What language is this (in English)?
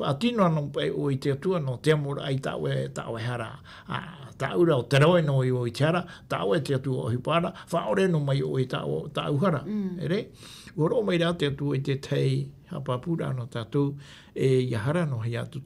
Tahitian